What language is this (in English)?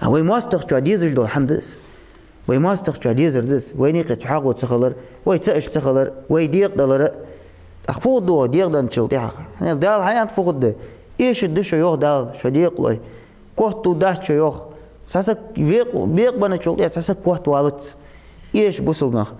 Ingush